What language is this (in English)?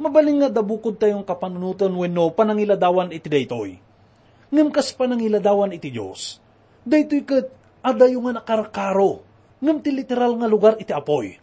Iloko